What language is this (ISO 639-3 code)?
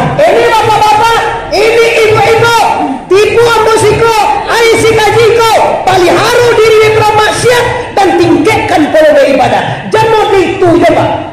min